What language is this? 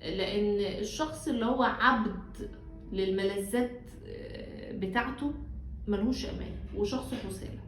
Egyptian Arabic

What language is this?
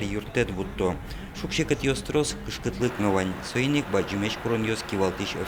Udmurt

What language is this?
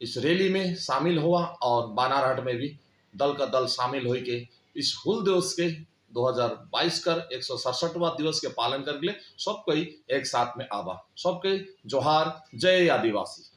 Sadri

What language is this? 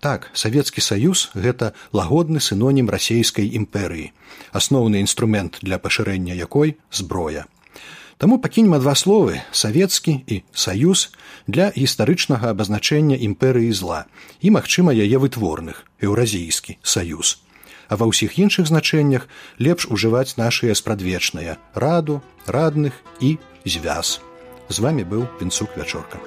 Belarusian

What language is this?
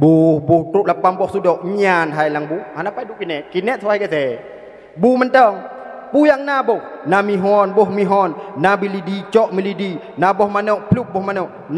Achinese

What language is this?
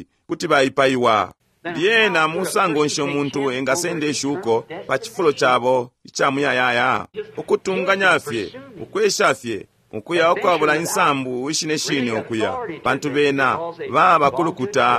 Bemba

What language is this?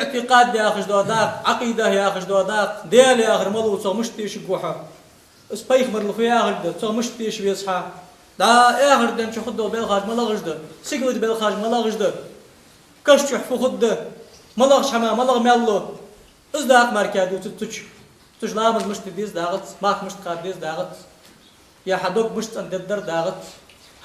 Ingush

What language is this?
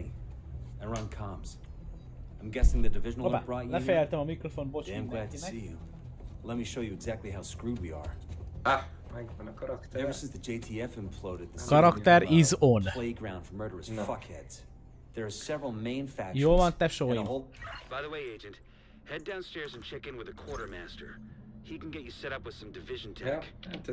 Hungarian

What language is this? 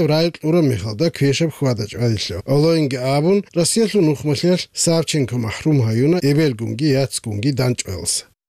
Avaric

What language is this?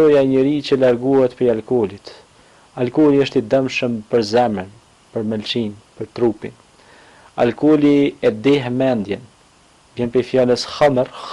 Albanian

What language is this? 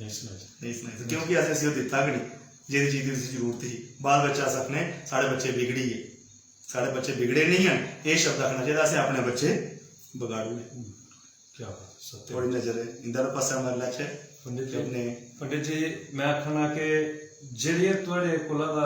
Dogri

